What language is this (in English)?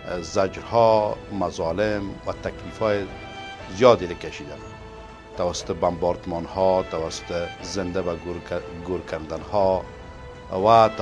Persian